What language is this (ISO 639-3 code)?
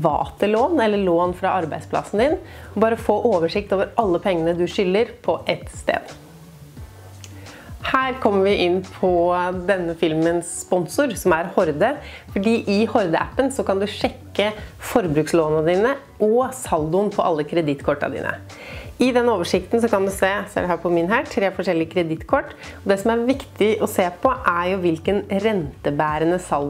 nor